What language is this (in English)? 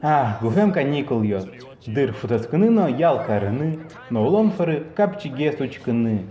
Udmurt